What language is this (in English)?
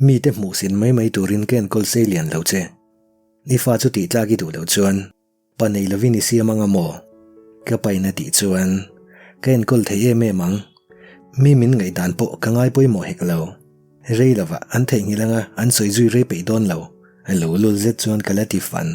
Mizo